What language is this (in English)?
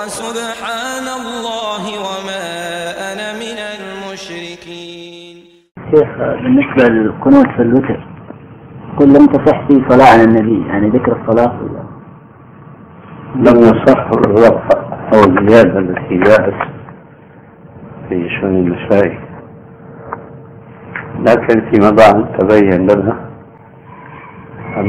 Arabic